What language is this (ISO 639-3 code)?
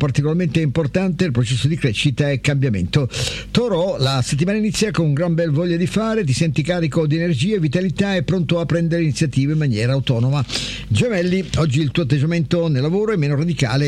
ita